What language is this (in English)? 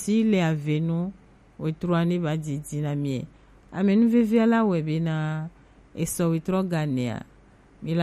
Gen